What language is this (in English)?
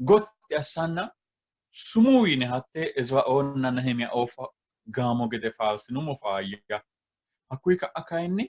Sidamo